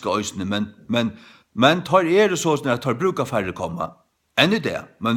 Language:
Faroese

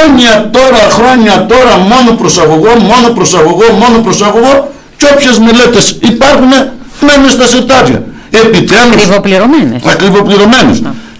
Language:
Greek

